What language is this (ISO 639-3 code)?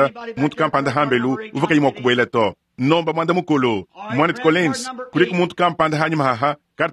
lua